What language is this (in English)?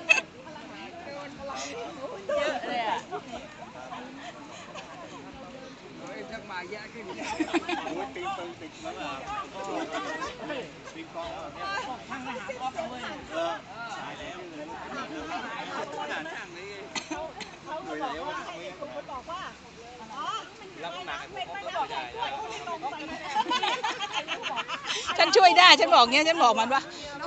Thai